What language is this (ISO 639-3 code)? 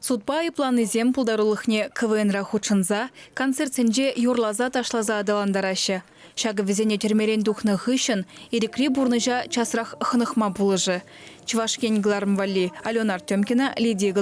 chv